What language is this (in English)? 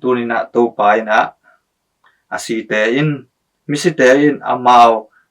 Tedim Chin